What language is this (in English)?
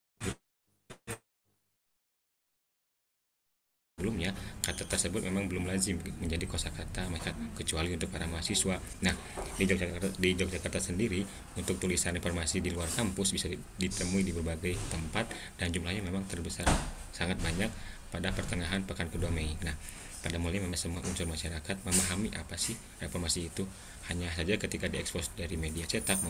Indonesian